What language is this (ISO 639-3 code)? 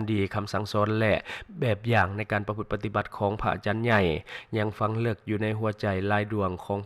lao